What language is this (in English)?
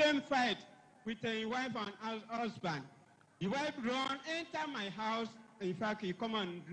Ewe